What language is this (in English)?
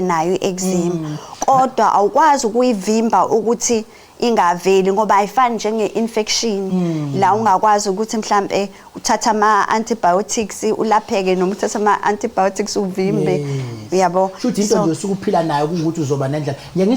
Zulu